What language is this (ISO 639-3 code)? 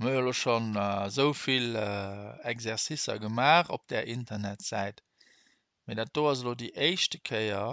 ltz